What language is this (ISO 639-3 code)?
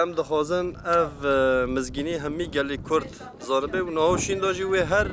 kur